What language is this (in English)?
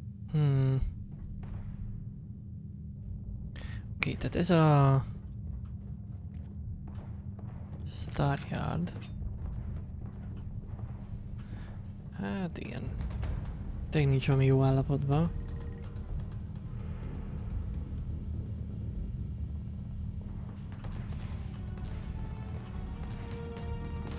Hungarian